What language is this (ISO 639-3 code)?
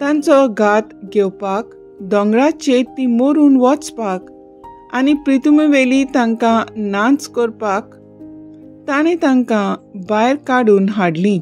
kok